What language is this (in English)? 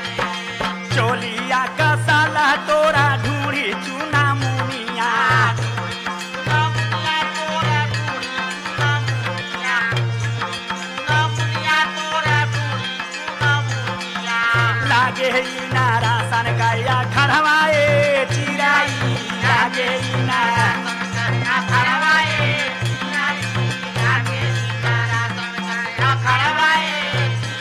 Bhojpuri